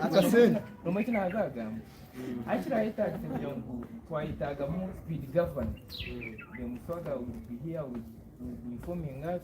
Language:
Nyankole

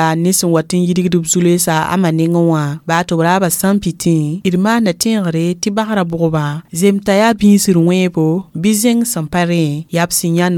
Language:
Mossi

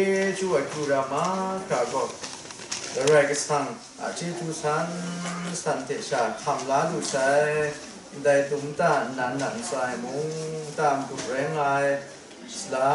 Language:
Kachin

